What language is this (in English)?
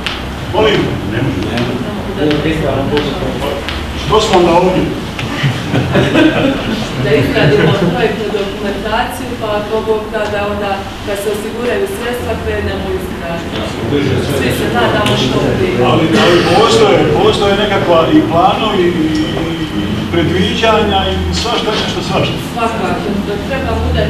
Croatian